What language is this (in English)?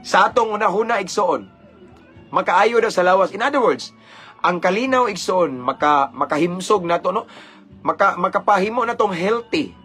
Cebuano